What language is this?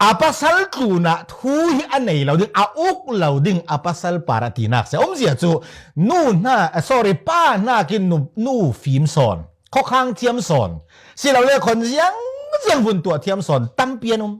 Falam Chin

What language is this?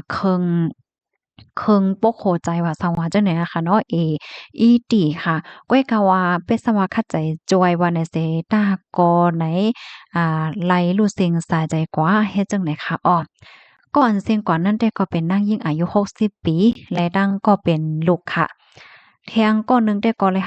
Shan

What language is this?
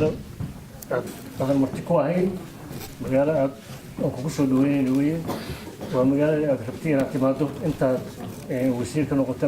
Somali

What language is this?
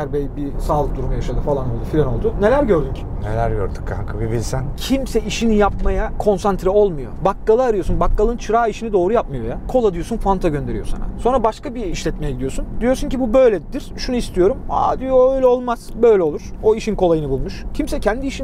Turkish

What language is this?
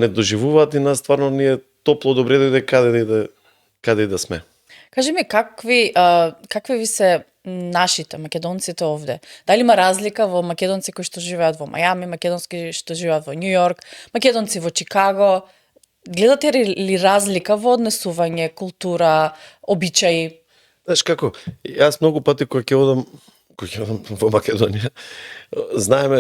Macedonian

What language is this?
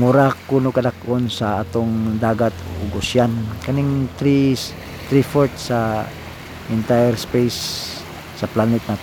Cebuano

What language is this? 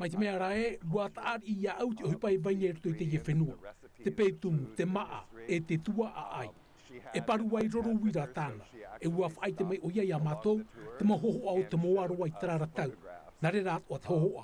Tahitian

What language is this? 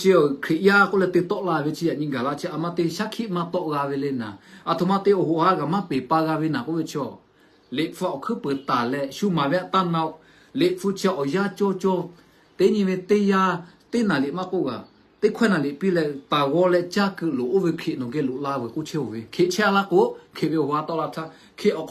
Lahu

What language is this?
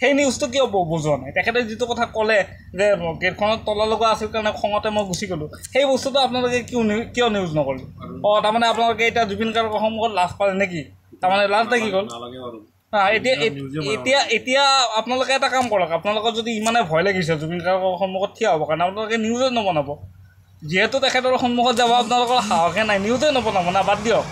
Assamese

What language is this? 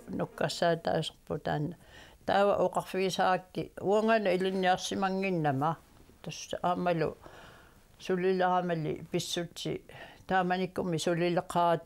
Kalaallisut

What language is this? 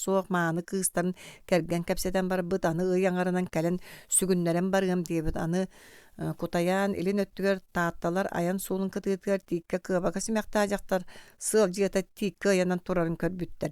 Yakut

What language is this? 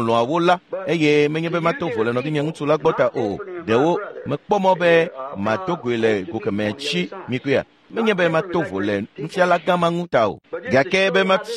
Ewe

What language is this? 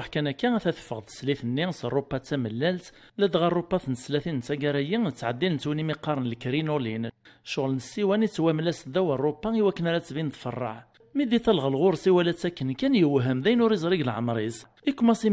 Kabyle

